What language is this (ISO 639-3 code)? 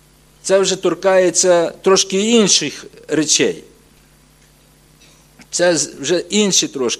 ukr